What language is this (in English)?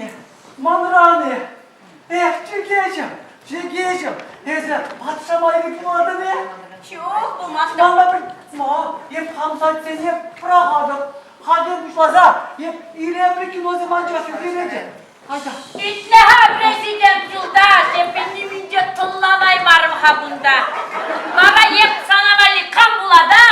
Chuvash